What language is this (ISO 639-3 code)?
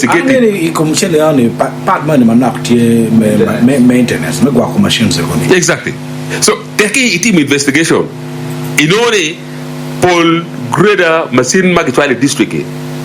ach